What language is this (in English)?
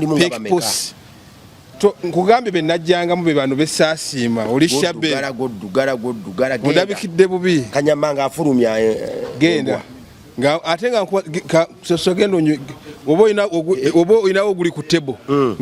Ganda